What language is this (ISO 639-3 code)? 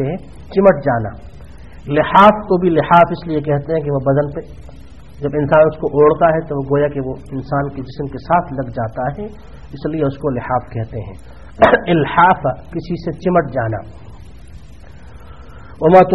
urd